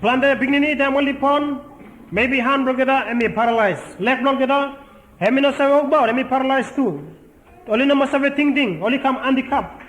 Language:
Bislama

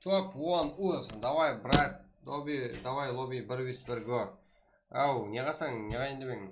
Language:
Kara-Kalpak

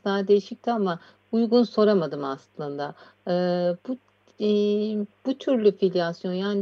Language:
Turkish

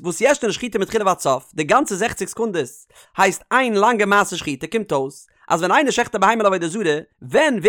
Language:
Yiddish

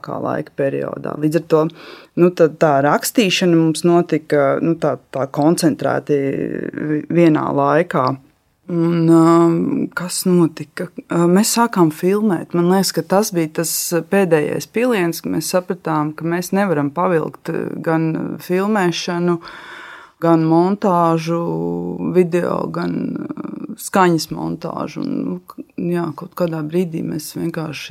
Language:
Latvian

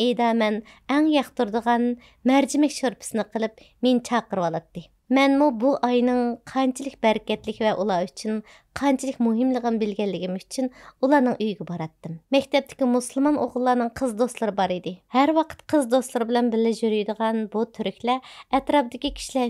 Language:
Uyghur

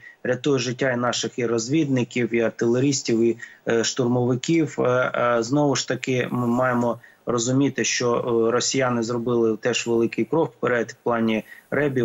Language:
Ukrainian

